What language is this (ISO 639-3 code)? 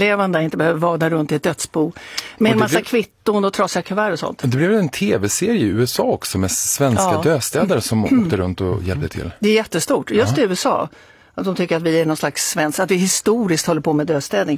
swe